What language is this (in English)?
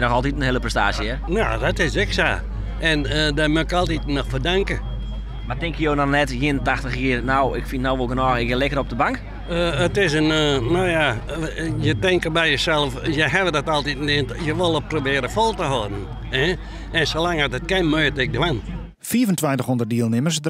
Western Frisian